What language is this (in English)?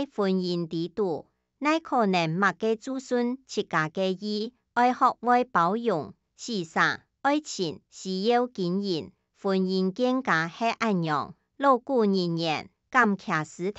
Hakka Chinese